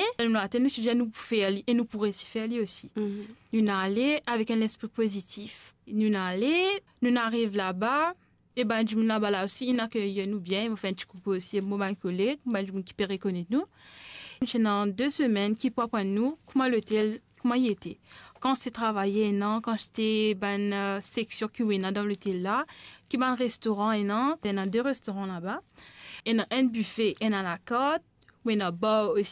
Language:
Morisyen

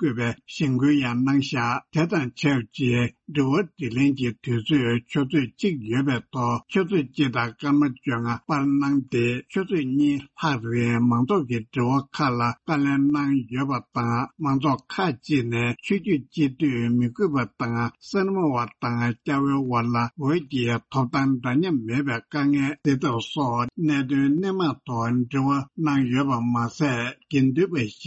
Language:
Tibetan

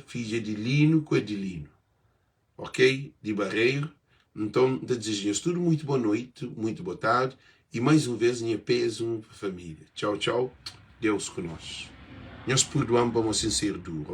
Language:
Kabuverdianu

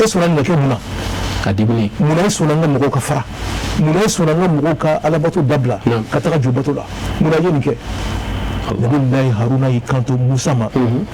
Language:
Bambara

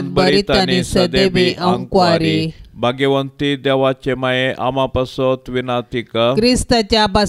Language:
Konkani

